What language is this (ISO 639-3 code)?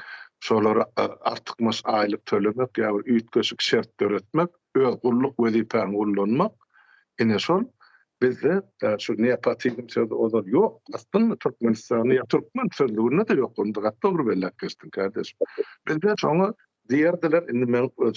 tuk